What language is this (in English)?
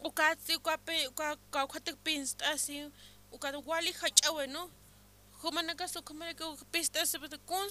Aymara